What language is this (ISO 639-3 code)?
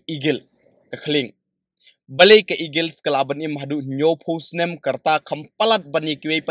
kha